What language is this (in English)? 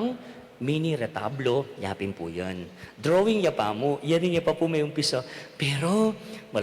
Pampanga